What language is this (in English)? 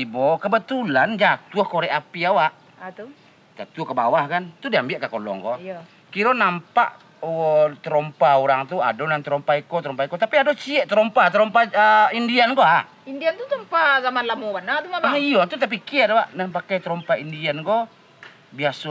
Minangkabau